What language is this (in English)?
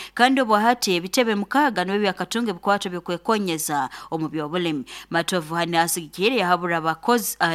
Nyoro